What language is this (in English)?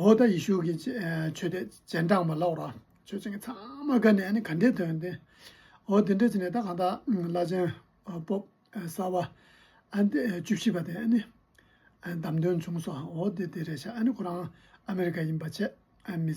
Tibetan